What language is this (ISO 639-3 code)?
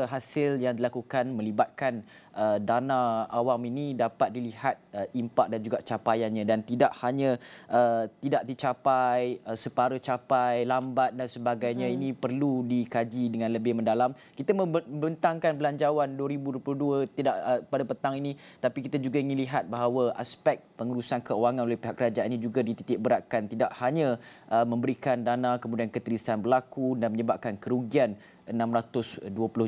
msa